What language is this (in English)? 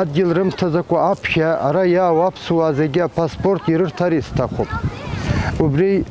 Abkhazian